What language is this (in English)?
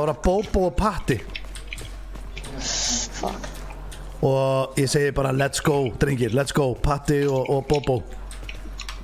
Icelandic